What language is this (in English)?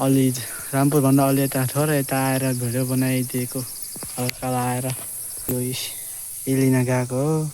Nepali